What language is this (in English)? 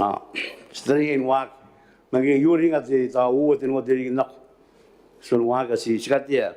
Gilbertese